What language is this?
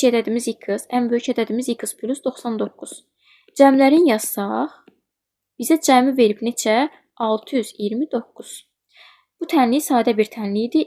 Azerbaijani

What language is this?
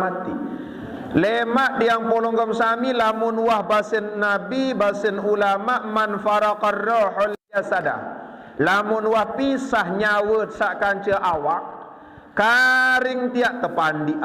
Sasak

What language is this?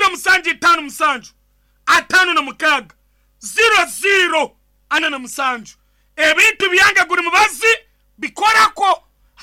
Nyankole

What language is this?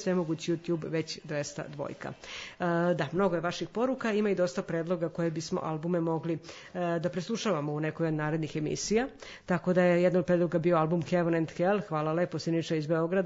Serbian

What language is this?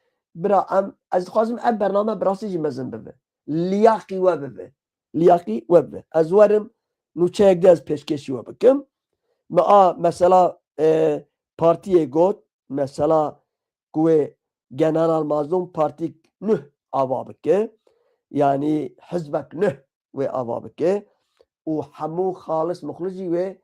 Kurdish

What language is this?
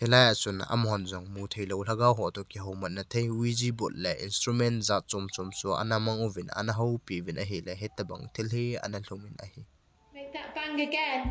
Thado Chin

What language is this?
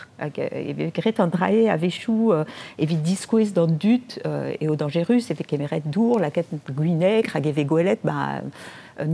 Breton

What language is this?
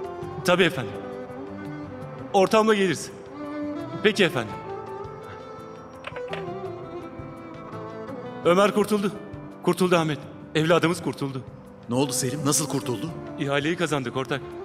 Turkish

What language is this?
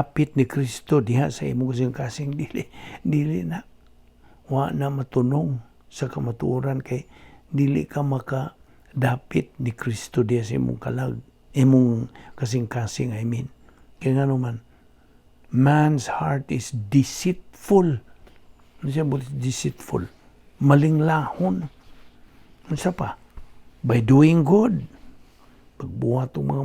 Cebuano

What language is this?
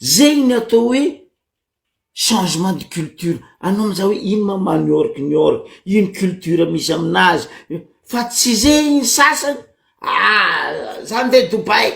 Malagasy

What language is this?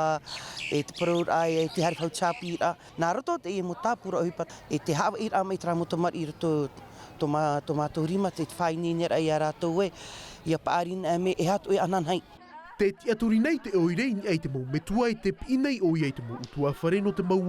Tahitian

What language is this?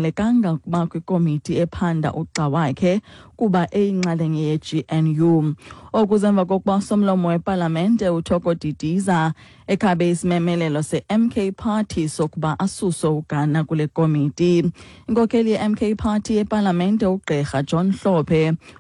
Xhosa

